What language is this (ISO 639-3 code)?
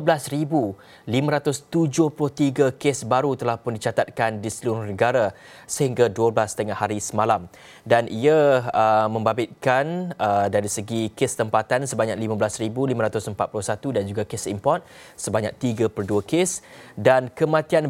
msa